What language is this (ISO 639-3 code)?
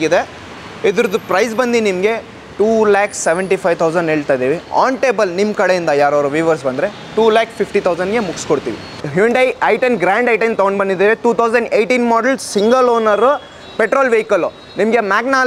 kan